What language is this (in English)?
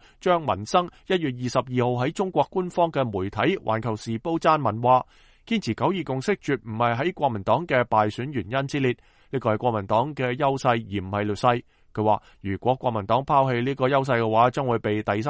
Cantonese